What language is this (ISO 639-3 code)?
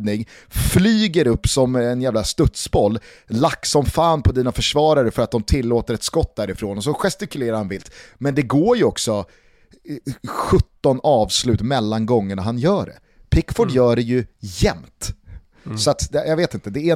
swe